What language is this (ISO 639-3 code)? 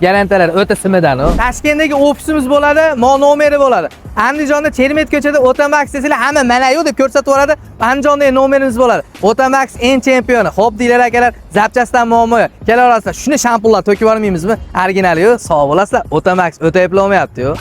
uzb